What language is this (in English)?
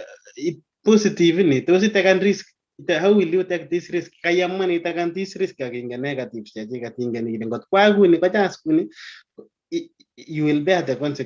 Kalenjin